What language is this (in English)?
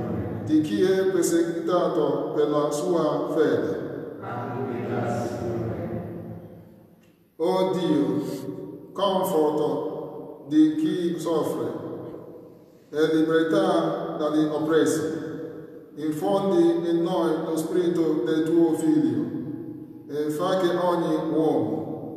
Italian